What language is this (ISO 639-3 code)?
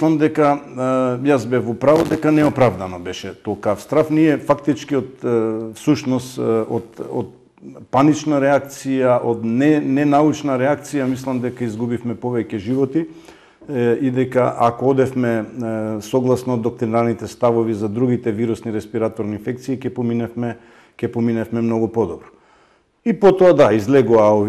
mkd